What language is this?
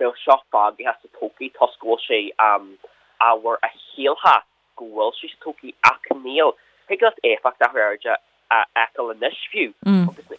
Irish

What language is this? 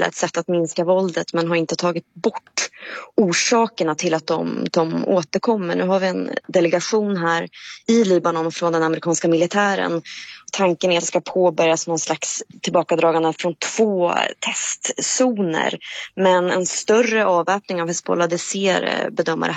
Swedish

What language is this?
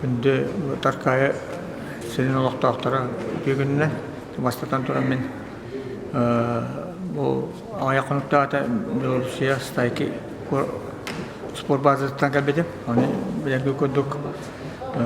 Yakut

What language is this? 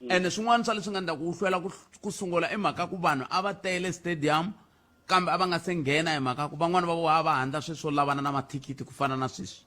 Tsonga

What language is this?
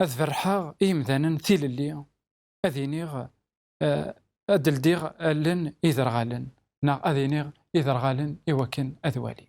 Kabyle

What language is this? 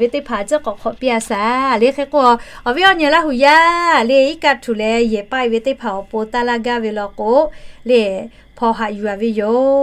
Lahu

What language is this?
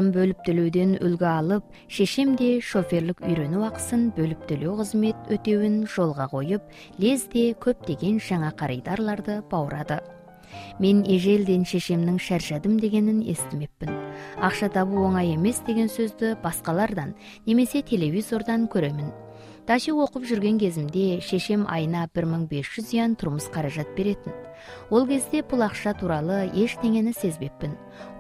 Kazakh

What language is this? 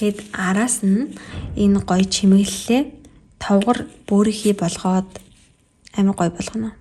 Mongolian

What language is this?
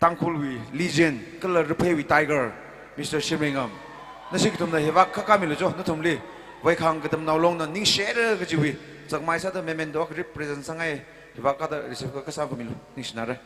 Tangkhul Naga (India)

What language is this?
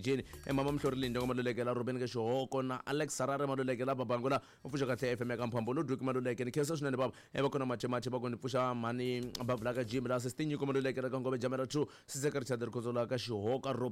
Tsonga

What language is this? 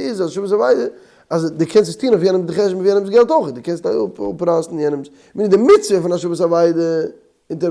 Yiddish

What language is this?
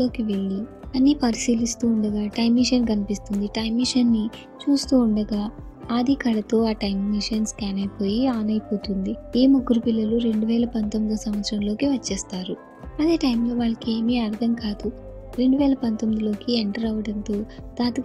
Telugu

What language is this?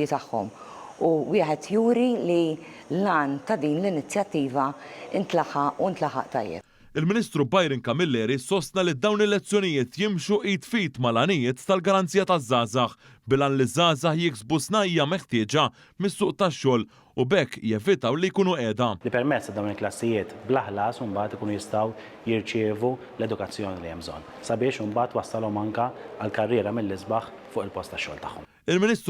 Maltese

